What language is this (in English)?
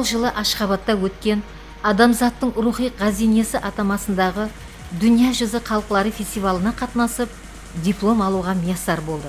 Kara-Kalpak